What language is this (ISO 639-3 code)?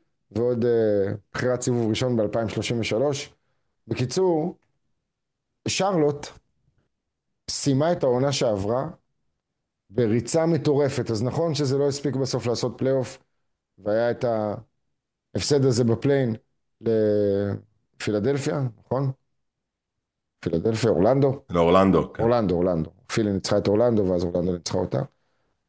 heb